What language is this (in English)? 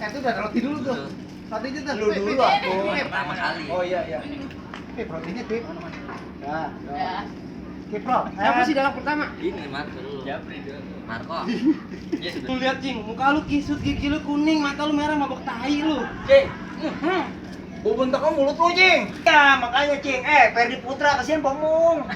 Betawi